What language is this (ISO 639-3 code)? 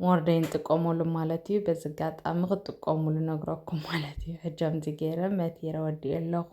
tir